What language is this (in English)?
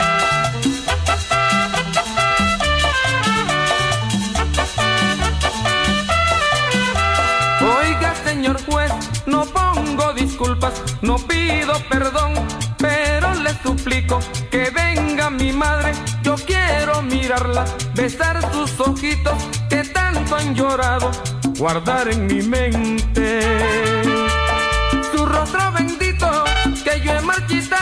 Spanish